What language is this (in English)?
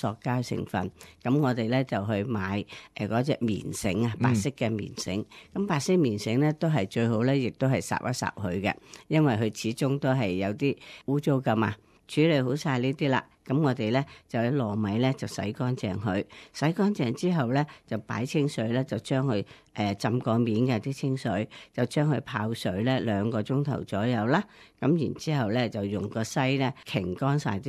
Cantonese